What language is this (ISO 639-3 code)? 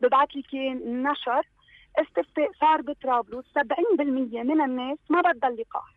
apc